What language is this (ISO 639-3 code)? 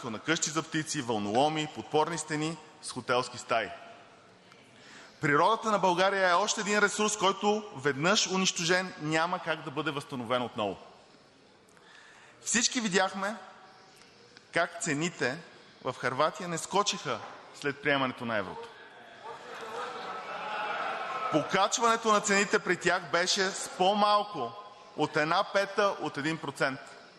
bul